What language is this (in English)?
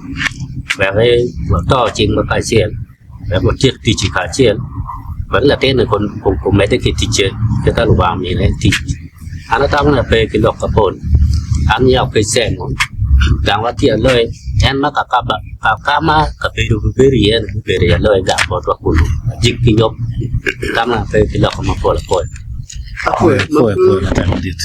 Acoli